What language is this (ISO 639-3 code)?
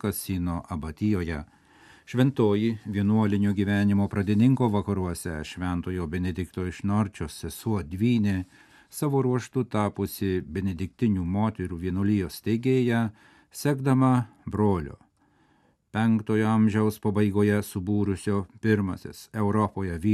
lit